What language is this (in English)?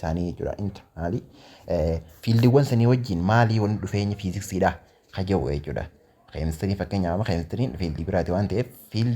Oromo